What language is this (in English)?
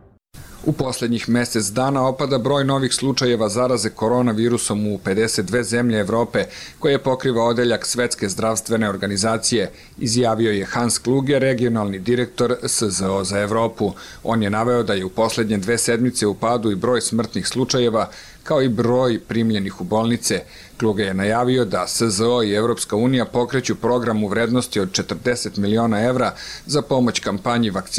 Serbian